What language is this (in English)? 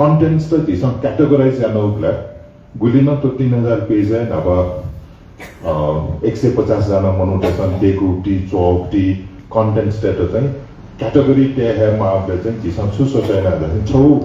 Newari